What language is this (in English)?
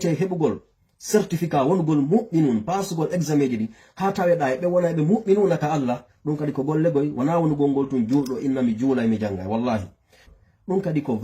Fula